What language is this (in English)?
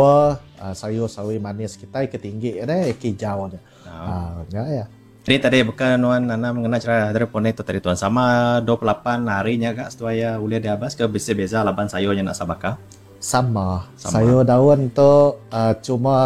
Iban